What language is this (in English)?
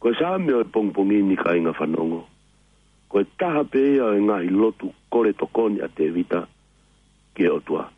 Tongan